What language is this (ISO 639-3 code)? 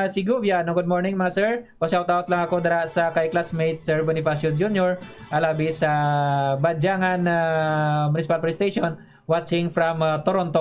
hil